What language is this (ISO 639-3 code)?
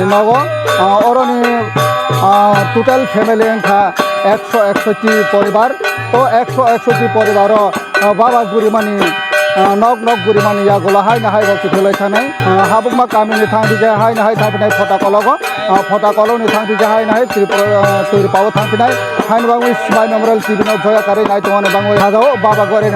trp